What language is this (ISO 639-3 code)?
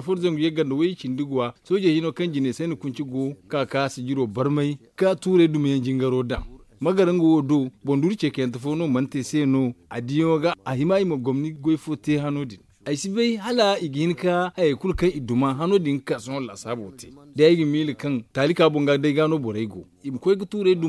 dje